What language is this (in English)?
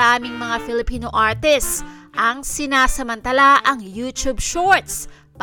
Filipino